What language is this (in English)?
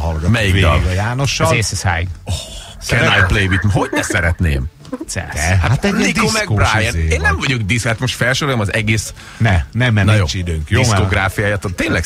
Hungarian